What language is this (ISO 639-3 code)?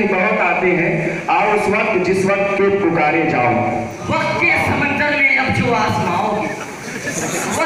urd